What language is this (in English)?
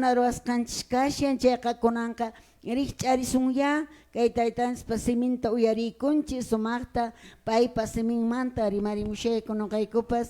Quechua